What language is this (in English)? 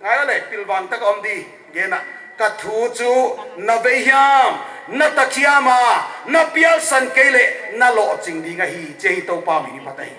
Paite Chin